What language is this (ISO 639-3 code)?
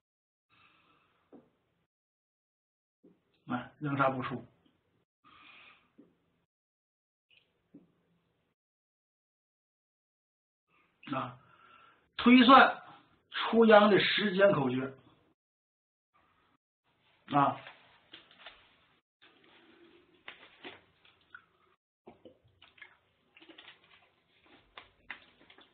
zho